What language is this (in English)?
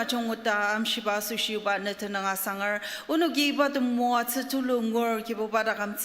Ao Naga